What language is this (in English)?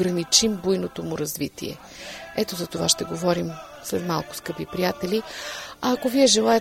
Bulgarian